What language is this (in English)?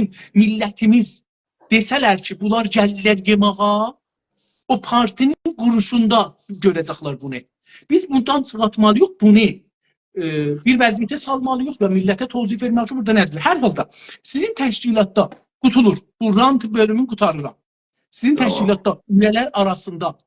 South Azerbaijani